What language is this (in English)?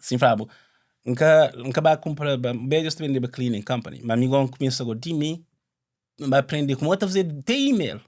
Kabuverdianu